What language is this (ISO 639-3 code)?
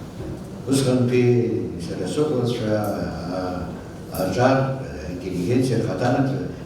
abk